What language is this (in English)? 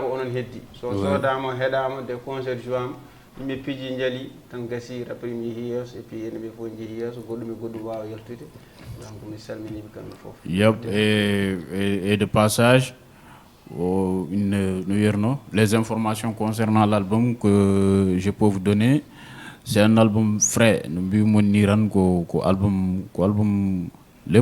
Fula